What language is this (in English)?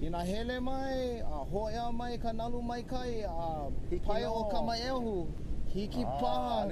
Hawaiian